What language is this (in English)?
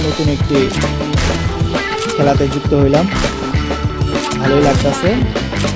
Bangla